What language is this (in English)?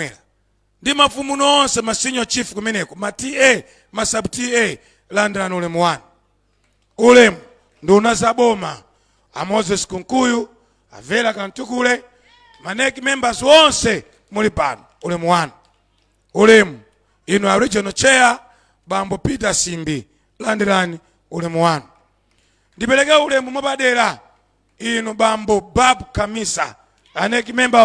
Nyanja